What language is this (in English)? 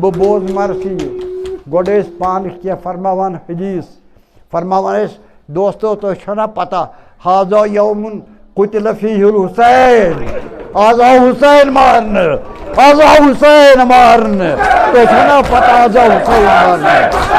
Kashmiri